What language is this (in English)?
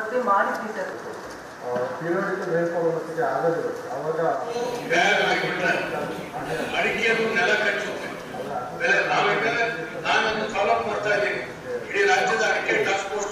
Kannada